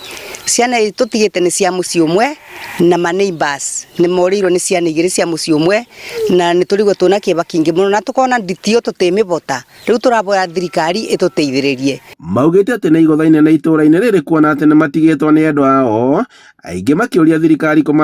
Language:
Kikuyu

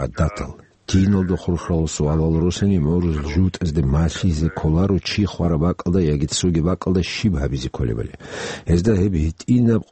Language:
Avaric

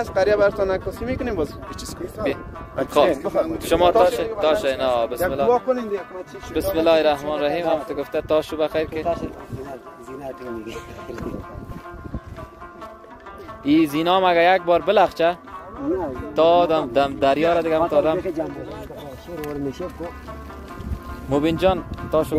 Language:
Persian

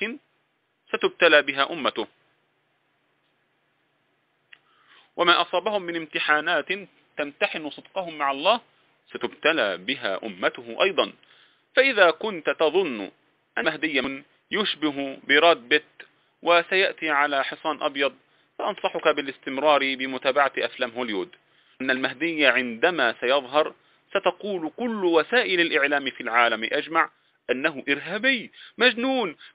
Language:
Arabic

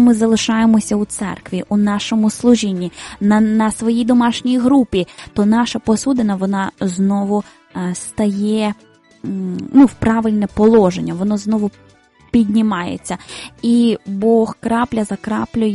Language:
Ukrainian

